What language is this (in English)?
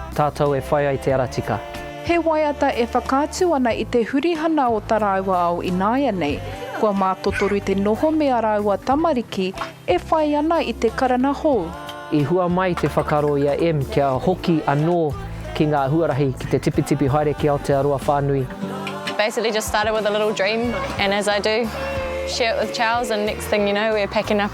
Māori